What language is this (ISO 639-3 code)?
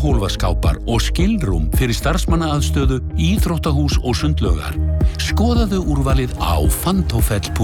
isl